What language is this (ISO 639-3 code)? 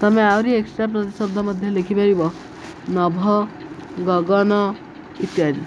ori